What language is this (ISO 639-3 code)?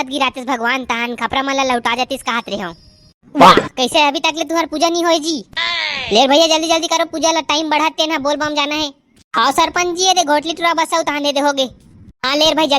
hne